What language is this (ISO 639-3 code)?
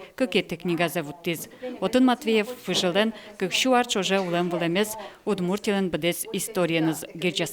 udm